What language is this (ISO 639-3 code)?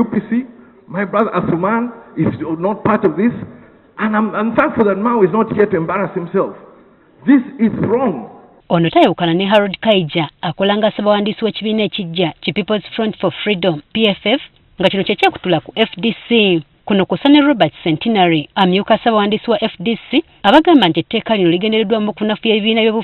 lug